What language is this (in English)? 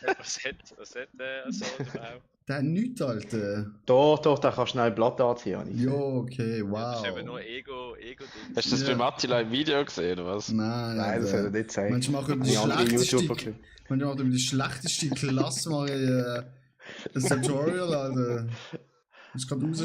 Swiss German